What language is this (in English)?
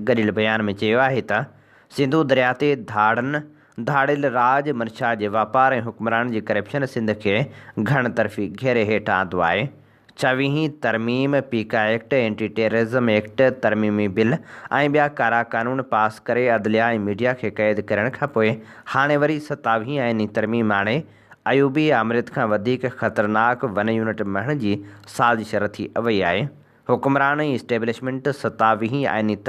Sindhi